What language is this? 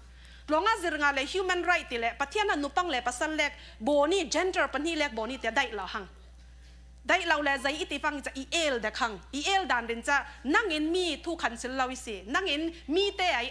Falam Chin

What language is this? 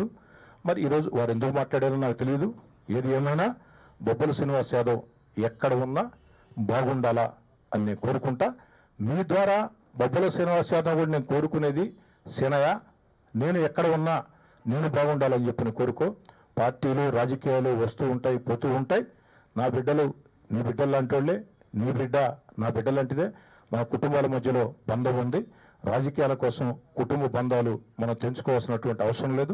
Telugu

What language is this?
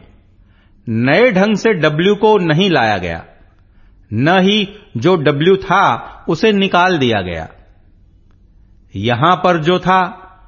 Hindi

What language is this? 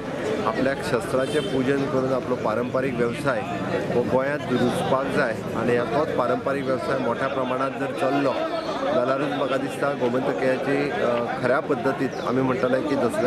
Konkani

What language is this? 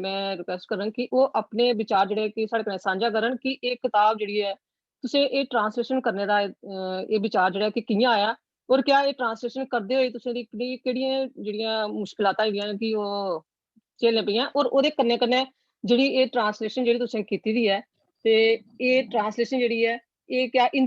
Dogri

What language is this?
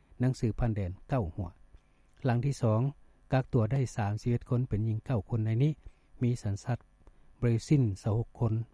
Lao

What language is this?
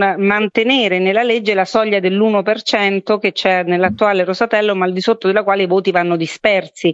Italian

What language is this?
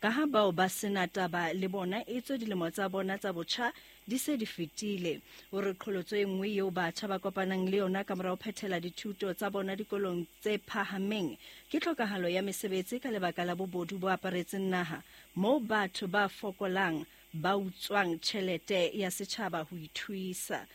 Southern Sotho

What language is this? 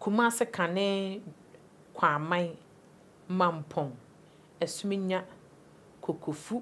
Akan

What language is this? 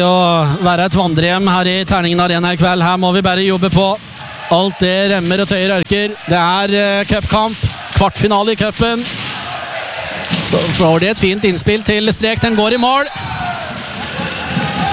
Norwegian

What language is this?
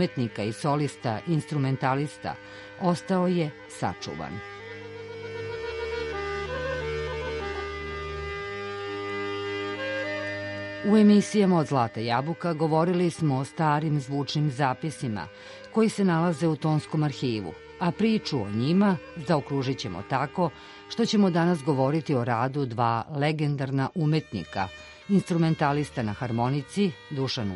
Serbian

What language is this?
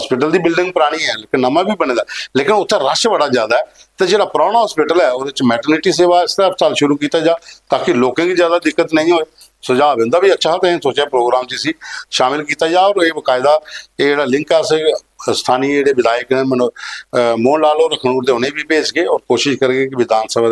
Dogri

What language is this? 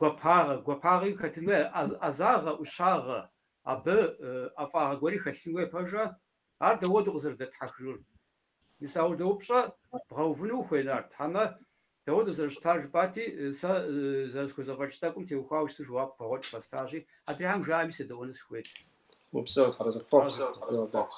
Kabardian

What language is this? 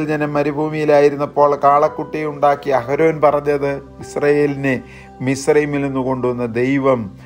Malayalam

